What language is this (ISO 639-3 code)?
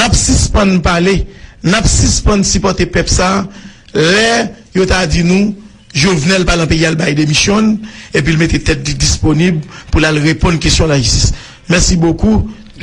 hat